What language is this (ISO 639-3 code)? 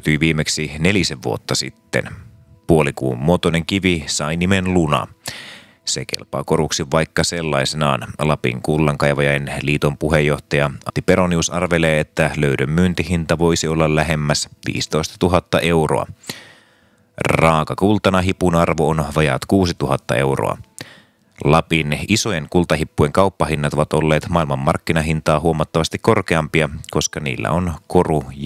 fin